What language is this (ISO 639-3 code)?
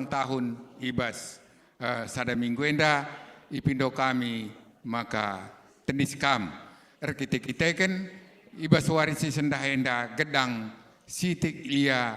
btx